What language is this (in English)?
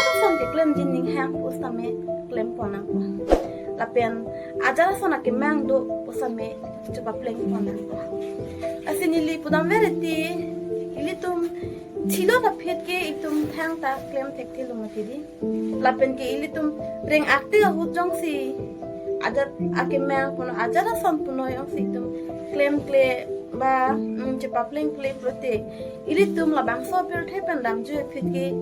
Karbi